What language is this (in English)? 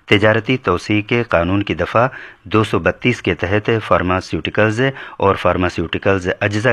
Urdu